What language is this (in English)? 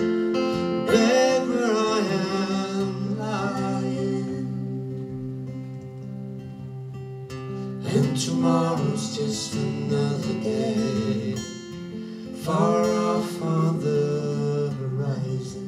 English